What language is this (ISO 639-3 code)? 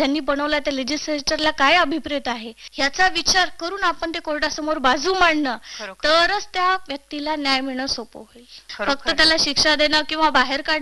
mar